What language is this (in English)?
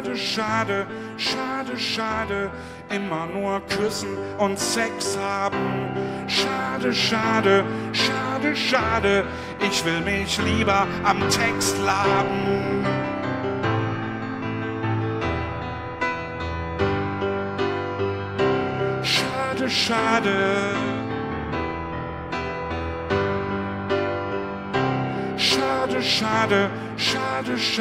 German